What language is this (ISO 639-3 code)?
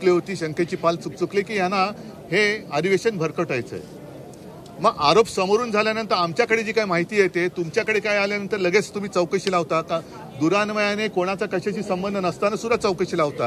mar